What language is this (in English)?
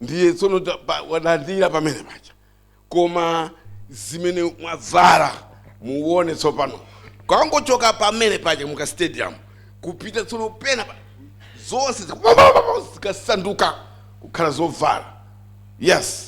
Nyanja